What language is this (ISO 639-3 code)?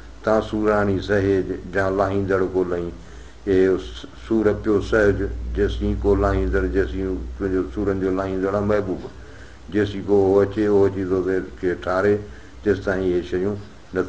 snd